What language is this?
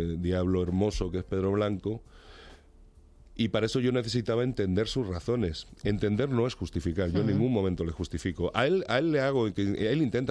Spanish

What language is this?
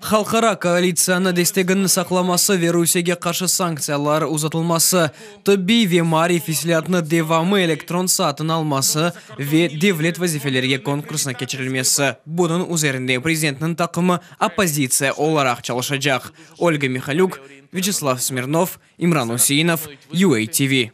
Crimean Tatar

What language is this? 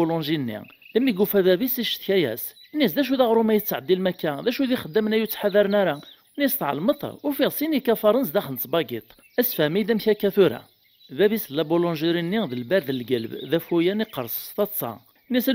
Kabyle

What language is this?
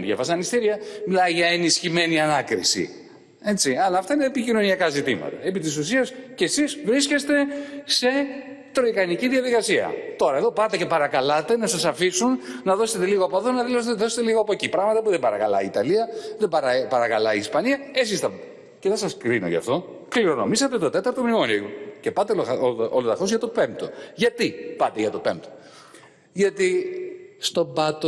Greek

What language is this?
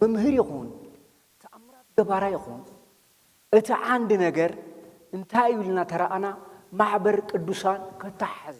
Tigrinya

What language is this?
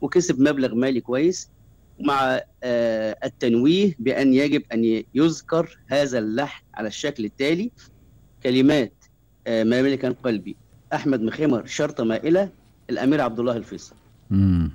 Gulf Arabic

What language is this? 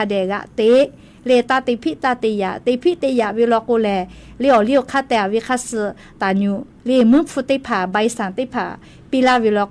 Lahu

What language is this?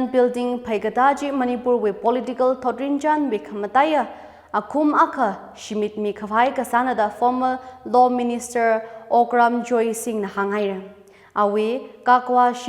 Tangkhul Naga (India)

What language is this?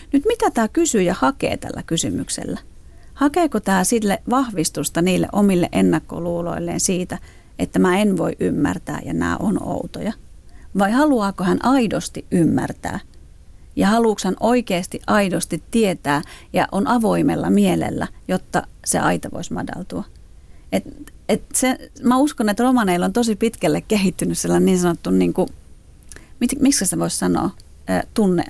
Finnish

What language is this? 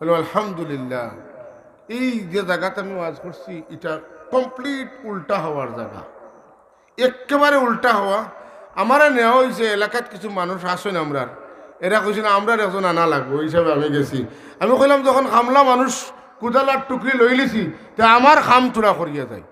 Sylheti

